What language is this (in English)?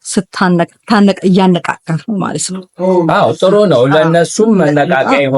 Amharic